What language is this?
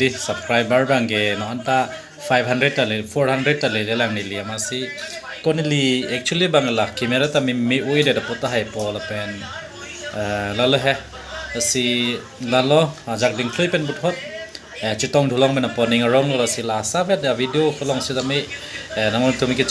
Karbi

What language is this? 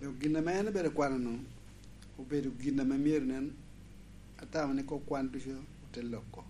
Lango (Uganda)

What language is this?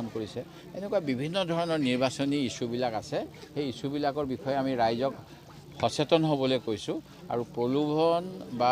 Assamese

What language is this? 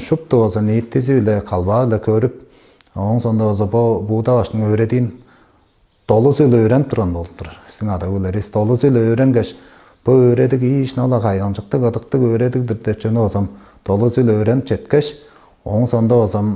Tuvinian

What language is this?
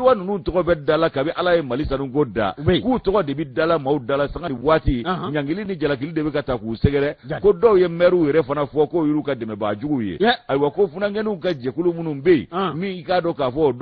Bambara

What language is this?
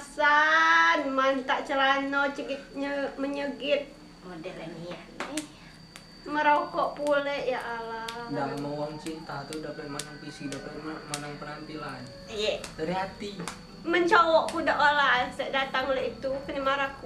Musi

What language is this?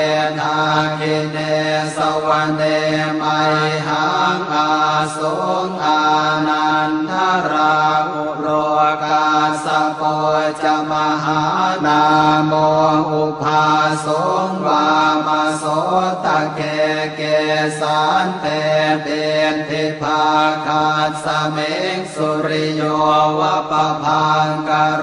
Pali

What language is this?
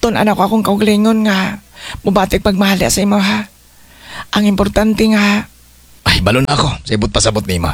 Cebuano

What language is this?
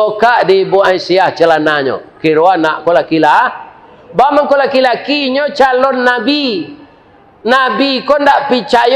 Minangkabau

